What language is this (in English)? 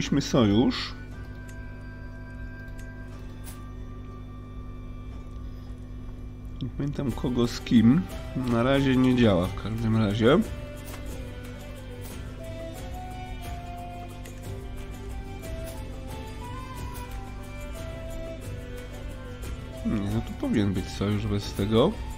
Polish